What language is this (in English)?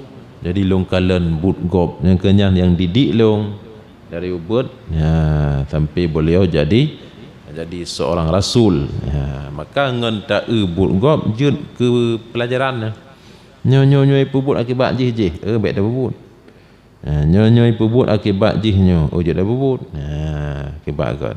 Achinese